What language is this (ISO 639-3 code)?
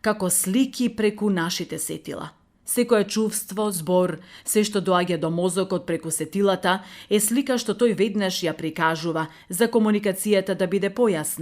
mkd